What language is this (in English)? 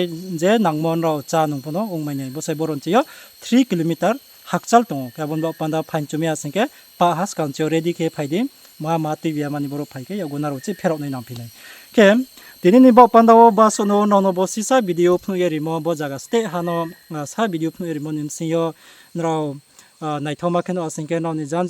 Riang (India)